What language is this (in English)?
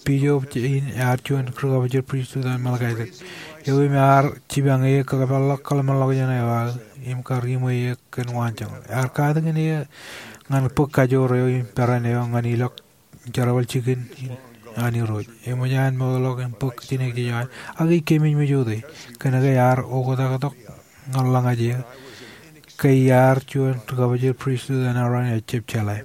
Marshallese